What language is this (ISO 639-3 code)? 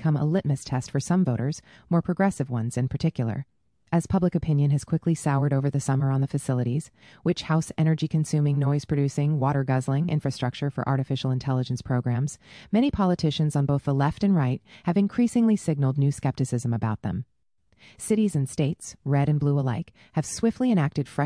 eng